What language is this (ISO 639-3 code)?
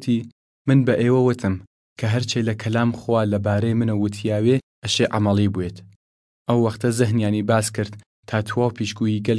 sdh